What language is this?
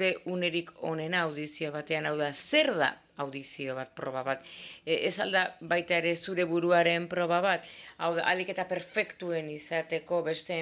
Basque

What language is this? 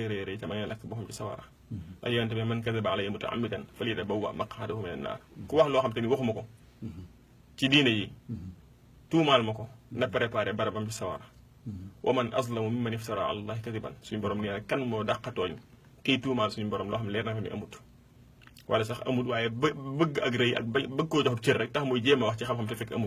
Wolof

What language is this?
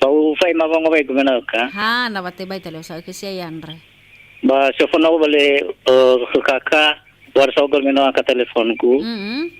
Nias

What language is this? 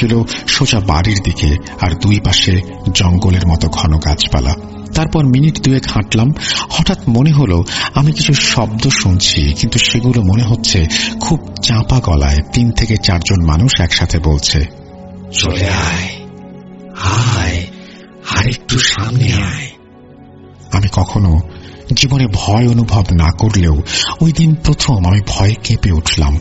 Bangla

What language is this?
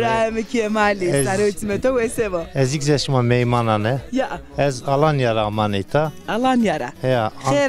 Zaza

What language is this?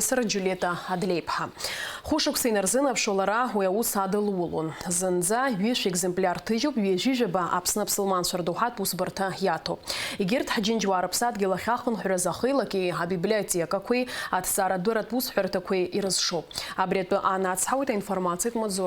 Abkhazian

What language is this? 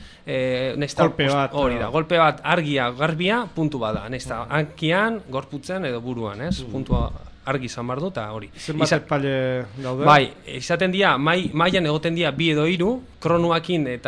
Basque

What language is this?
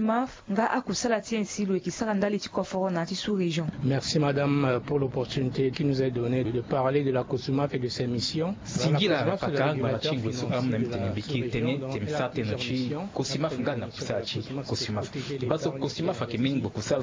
Sango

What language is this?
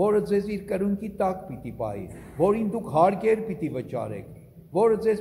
Armenian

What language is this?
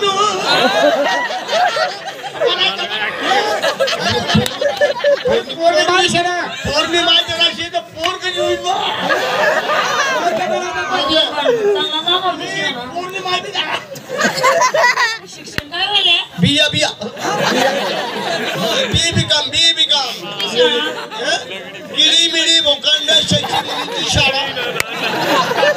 Marathi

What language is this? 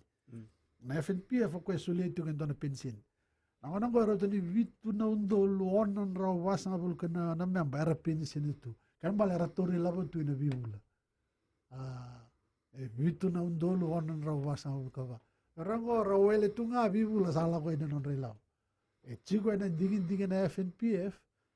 Fijian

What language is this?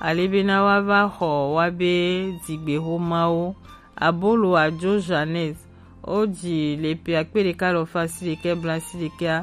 Gen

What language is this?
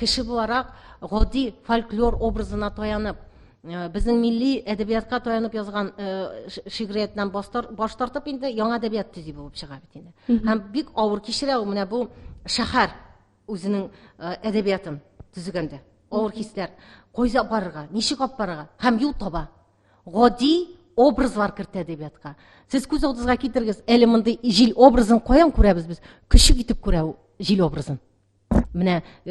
Tatar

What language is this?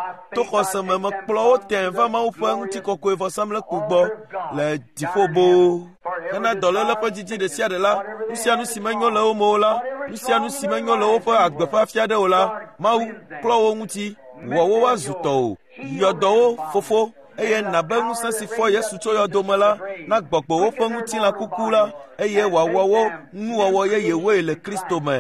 Ewe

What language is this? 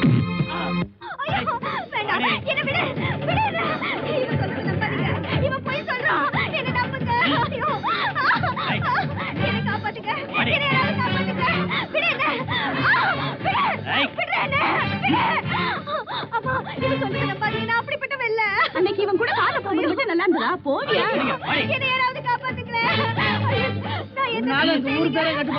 Tamil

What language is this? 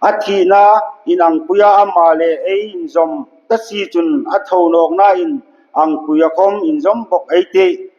Hmar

